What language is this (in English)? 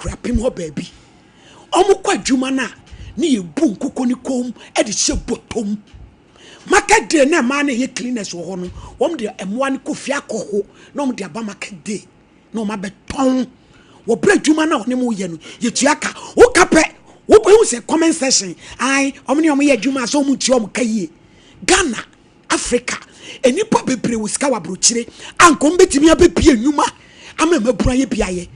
Akan